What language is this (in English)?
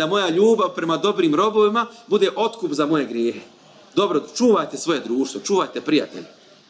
Bosnian